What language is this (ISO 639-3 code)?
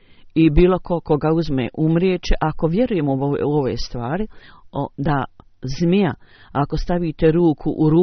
bos